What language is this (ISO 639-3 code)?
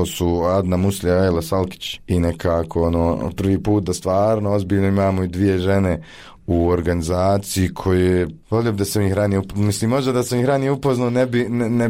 bos